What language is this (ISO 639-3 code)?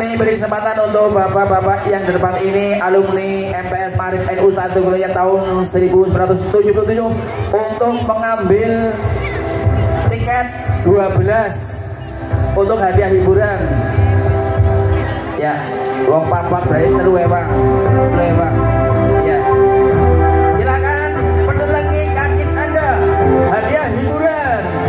ind